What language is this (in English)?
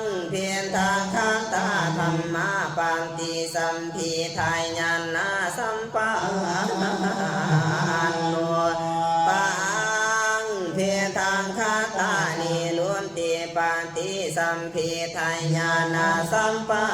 Pali